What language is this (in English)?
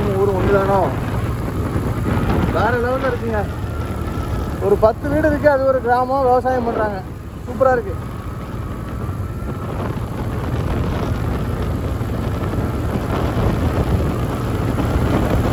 Tamil